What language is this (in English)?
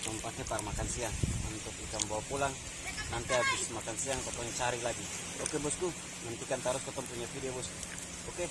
Ambonese Malay